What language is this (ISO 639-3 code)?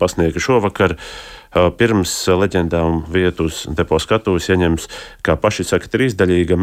lav